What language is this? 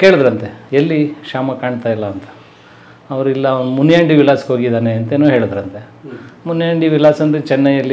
Kannada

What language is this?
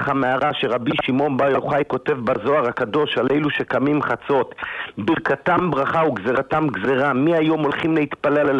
Hebrew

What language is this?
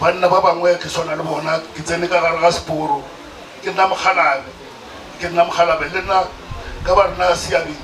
Northern Sotho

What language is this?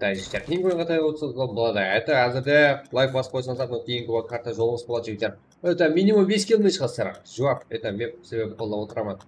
Kara-Kalpak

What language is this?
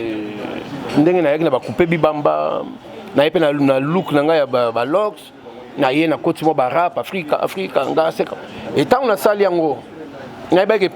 Lingala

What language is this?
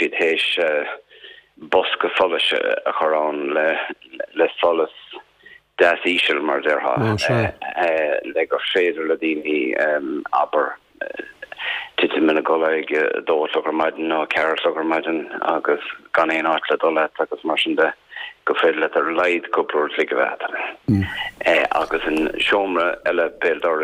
Irish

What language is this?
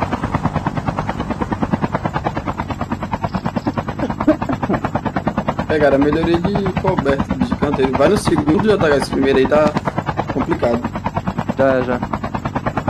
Portuguese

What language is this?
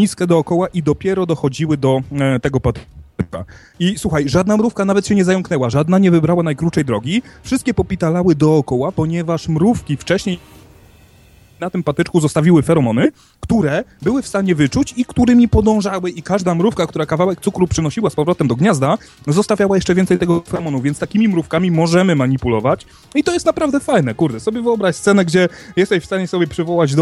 Polish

